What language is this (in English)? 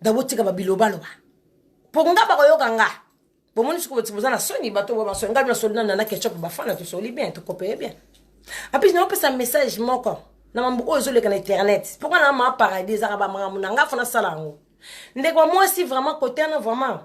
Lingala